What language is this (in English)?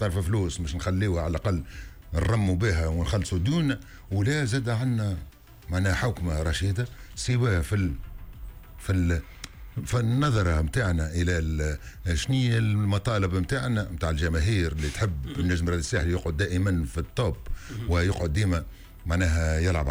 Tunisian Arabic